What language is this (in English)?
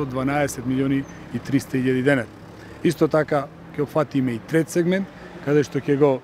Macedonian